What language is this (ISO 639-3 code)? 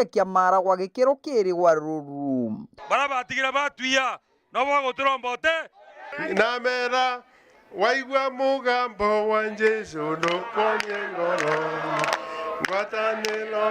mer